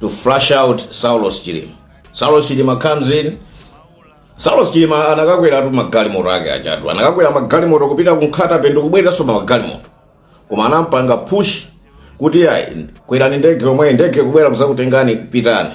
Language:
Nyanja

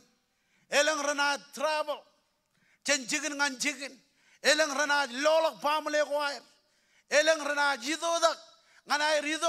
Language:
Marshallese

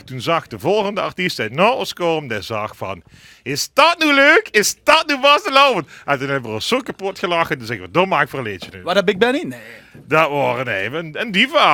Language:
Limburgish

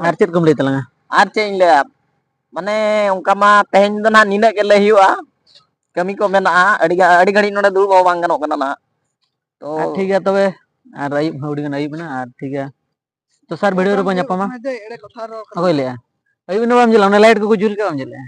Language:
Santali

